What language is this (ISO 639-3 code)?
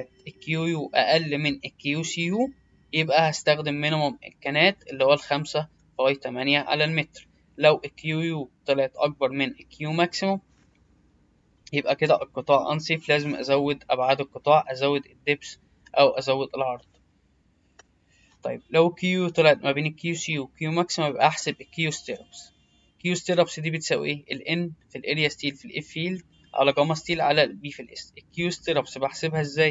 arz